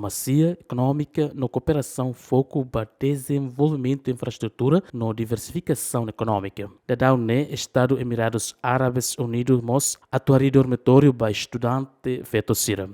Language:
Tetum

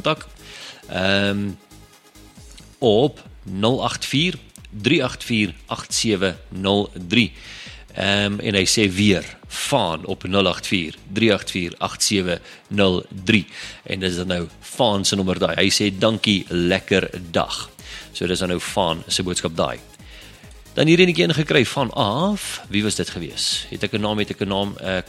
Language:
Afrikaans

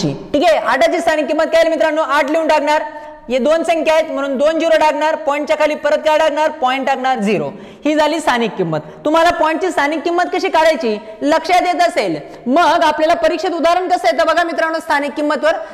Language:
Marathi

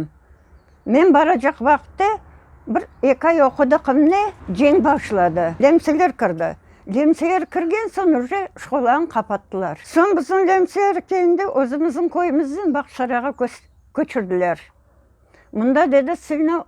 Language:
Crimean Tatar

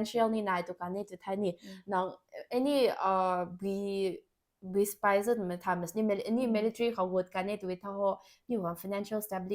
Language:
Rongmei Naga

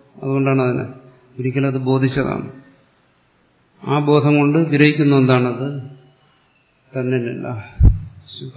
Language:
Malayalam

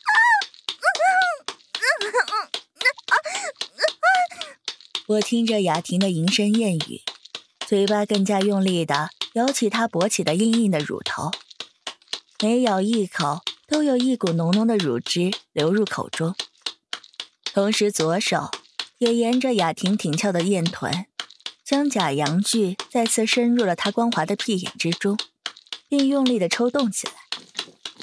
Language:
Chinese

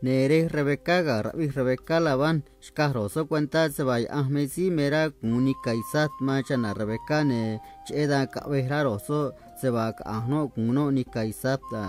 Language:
Copala Triqui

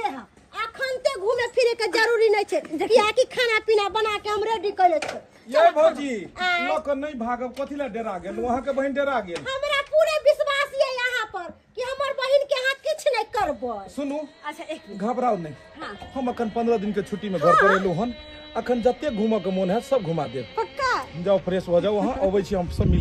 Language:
Maithili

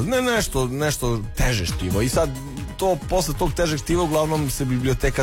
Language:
Serbian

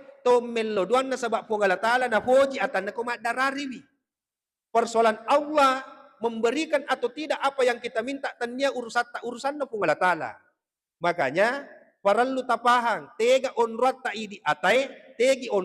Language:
Buginese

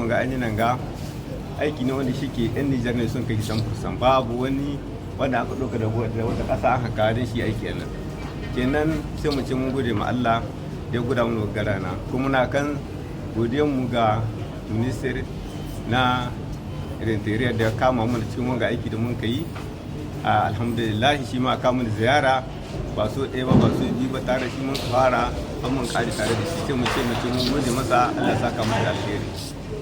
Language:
Hausa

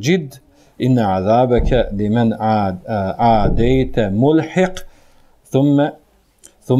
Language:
Bosnian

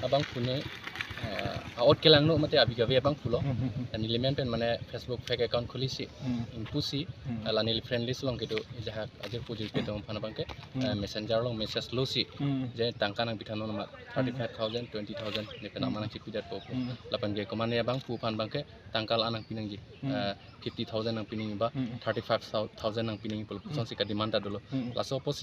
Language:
Karbi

